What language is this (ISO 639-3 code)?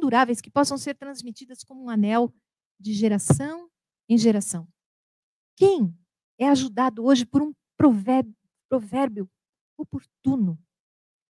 por